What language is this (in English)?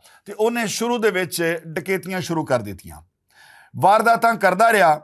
Western Panjabi